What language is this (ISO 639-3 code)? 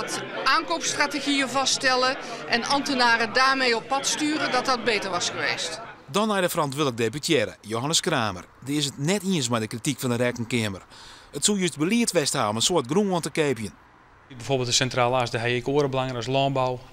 fry